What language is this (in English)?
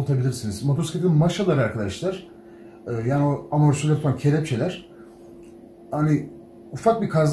Turkish